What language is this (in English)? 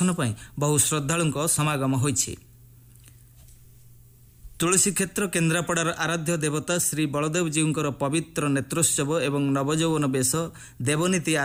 Odia